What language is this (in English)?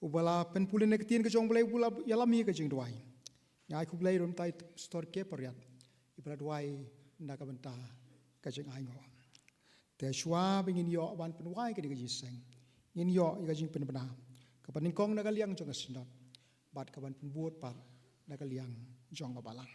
Khasi